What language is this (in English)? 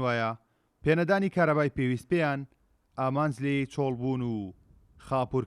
Central Kurdish